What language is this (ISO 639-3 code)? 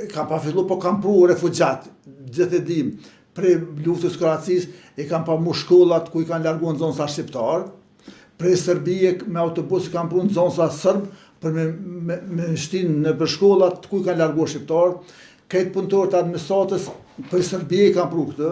sqi